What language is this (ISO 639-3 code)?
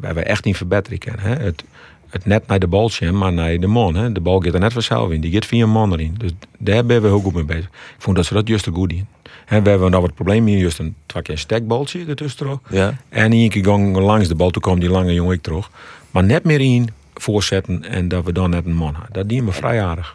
fry